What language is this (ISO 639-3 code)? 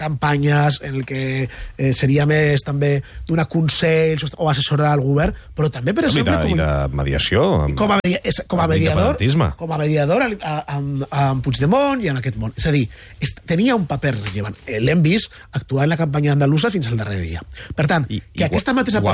cat